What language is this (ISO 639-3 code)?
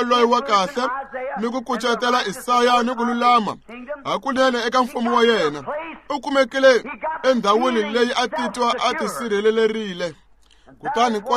tso